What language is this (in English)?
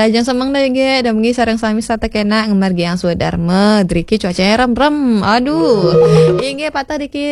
Balinese